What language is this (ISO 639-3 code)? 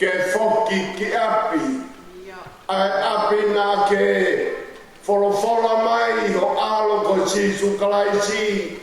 ton